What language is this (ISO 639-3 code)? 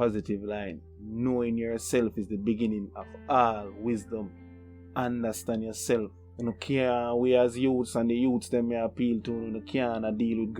jam